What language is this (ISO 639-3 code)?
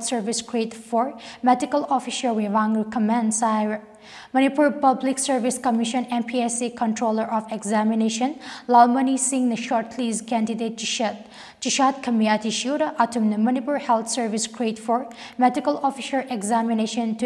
nmf